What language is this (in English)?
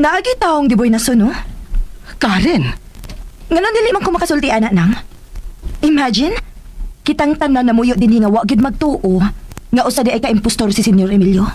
Cebuano